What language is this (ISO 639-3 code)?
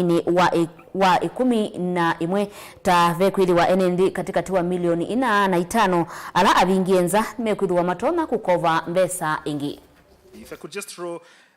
kam